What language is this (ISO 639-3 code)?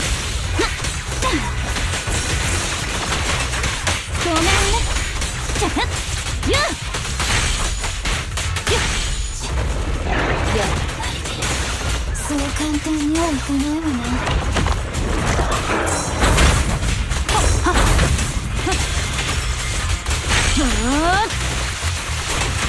jpn